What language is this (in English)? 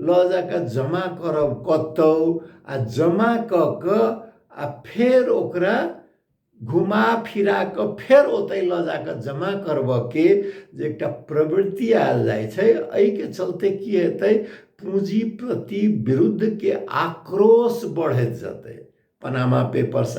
Maithili